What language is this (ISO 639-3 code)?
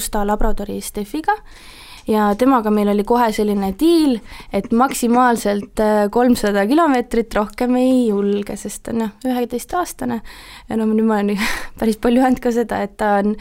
est